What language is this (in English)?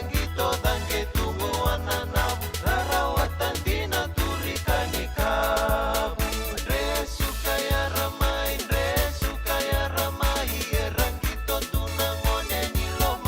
Fijian